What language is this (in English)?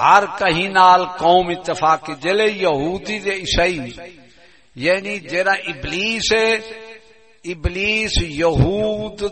Saraiki